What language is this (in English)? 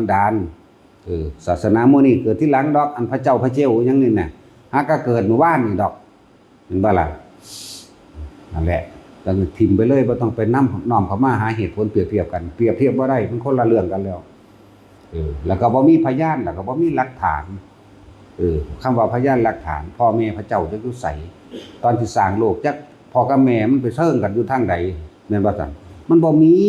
Lao